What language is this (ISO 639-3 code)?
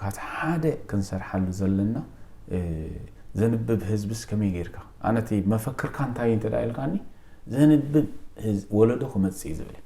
tir